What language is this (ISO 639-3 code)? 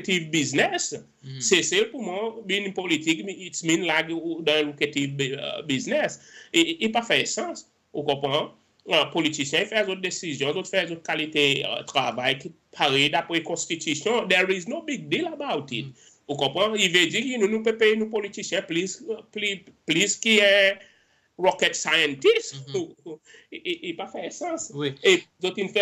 crs